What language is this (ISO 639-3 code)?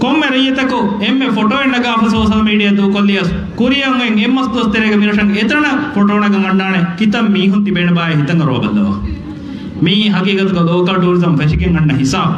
div